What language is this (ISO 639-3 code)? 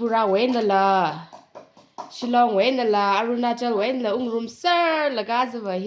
nmf